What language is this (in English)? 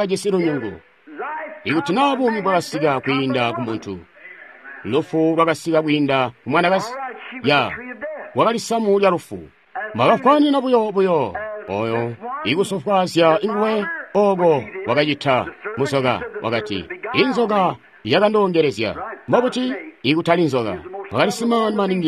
Tonga (Zambia)